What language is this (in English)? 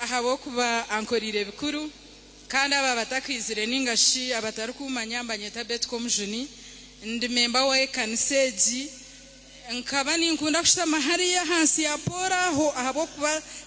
Nyankole